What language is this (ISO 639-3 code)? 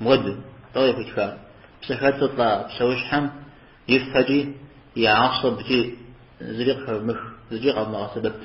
kbd